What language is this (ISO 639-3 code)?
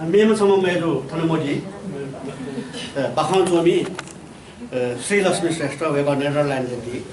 new